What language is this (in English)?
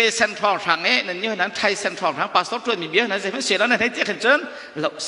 Hakha Chin